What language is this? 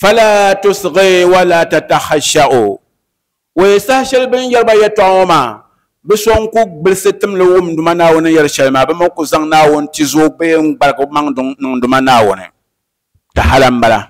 Dagbani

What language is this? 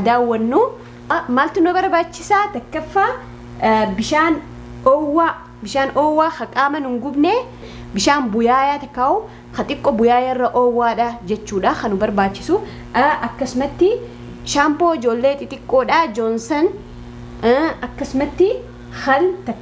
Oromo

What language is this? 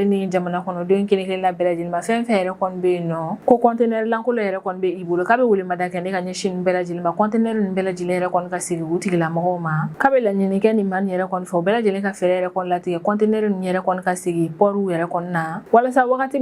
Bambara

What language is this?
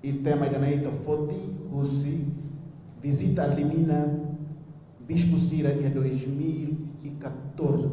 Tetum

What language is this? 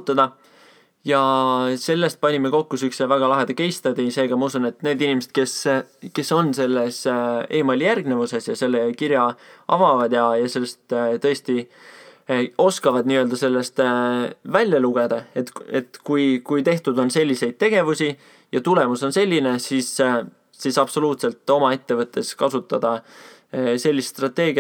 Estonian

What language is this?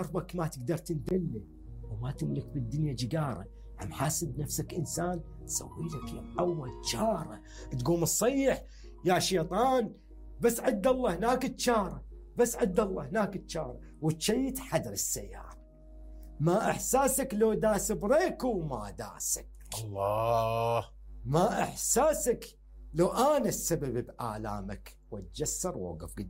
Mesopotamian Arabic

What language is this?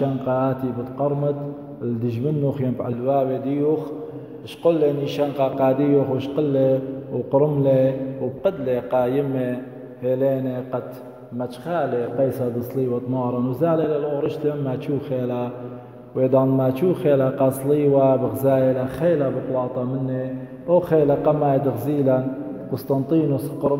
Assyrian Neo-Aramaic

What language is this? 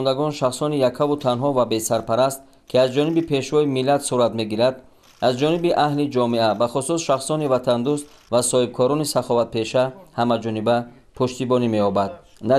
Tajik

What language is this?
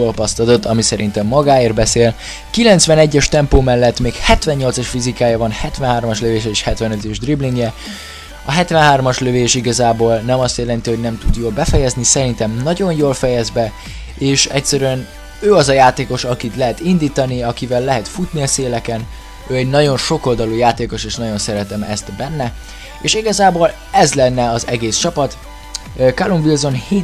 Hungarian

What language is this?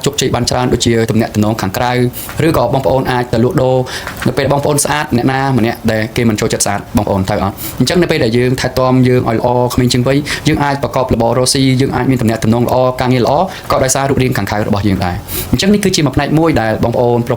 Khmer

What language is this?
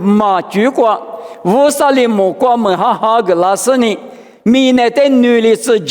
Lisu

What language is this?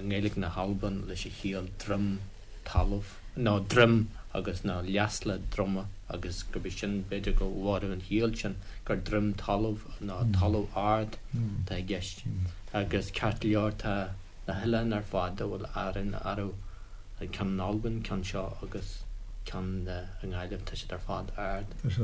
Irish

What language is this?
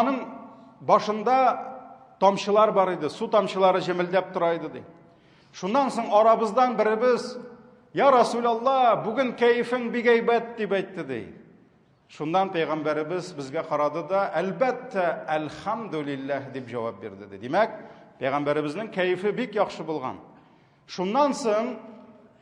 Tatar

